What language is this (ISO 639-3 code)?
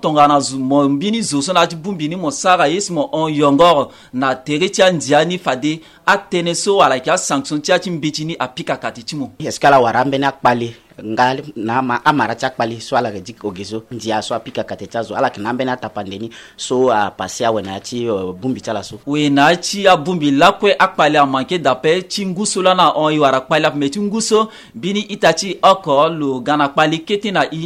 sag